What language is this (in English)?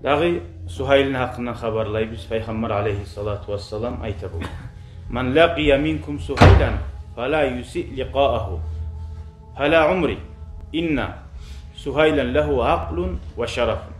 Kumyk